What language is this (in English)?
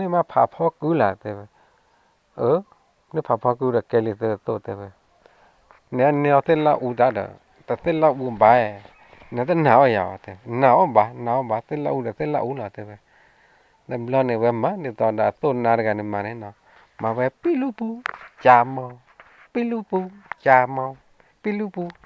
S'gaw Karen